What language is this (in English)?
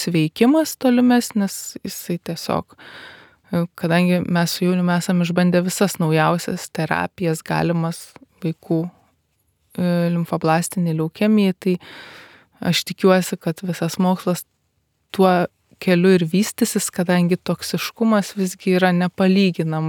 Lithuanian